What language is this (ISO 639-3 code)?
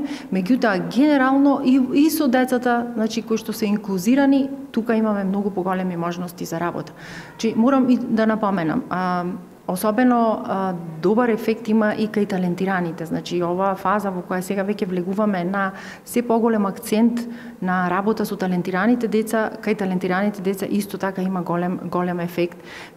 mkd